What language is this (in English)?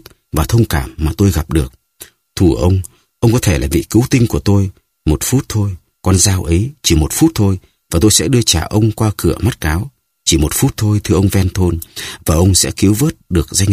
Vietnamese